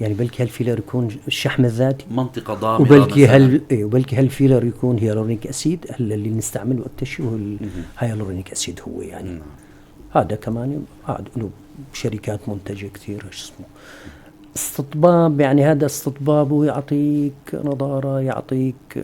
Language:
North Levantine Arabic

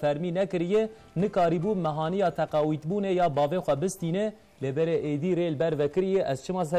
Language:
Kurdish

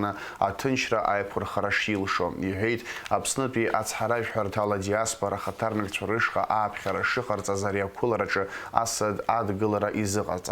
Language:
Abkhazian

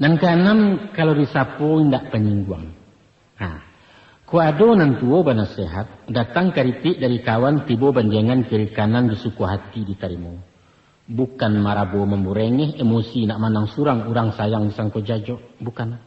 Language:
Minangkabau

